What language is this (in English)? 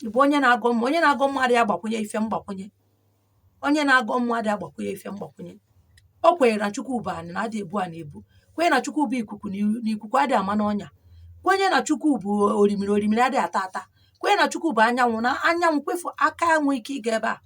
Igbo